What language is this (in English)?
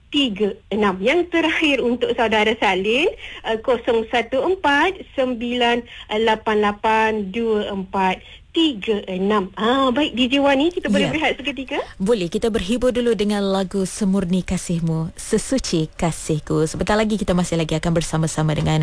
Malay